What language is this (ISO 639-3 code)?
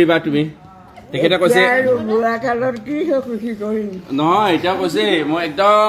asm